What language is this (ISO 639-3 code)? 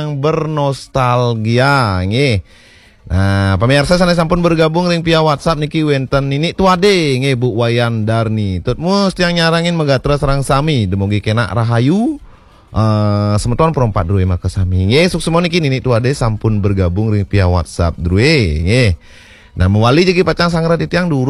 ban